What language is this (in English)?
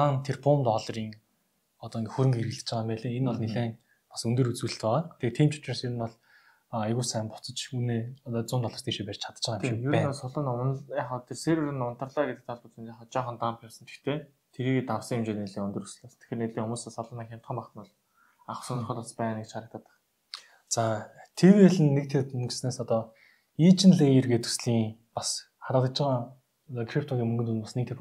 Mongolian